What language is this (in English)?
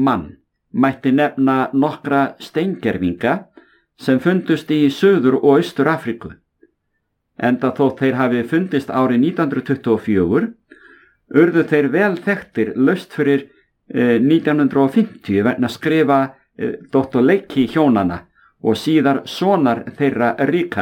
Icelandic